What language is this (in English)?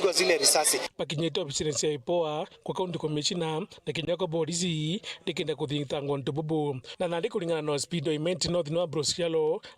Meru